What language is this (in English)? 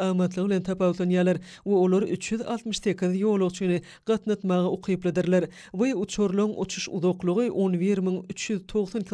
Turkmen